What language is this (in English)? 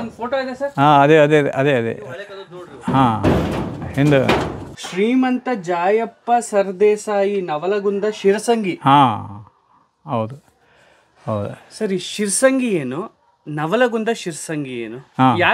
Kannada